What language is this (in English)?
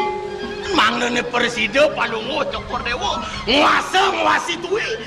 Balinese